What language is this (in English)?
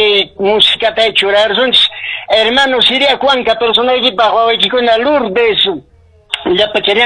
Quechua